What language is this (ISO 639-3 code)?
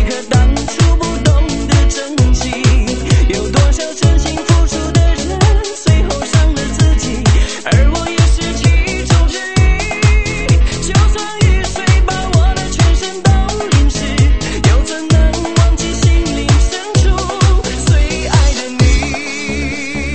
zho